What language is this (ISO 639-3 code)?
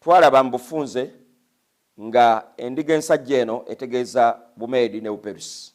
lug